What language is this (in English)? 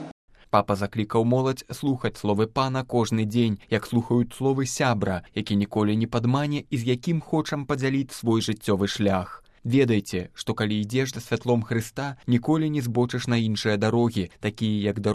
Belarusian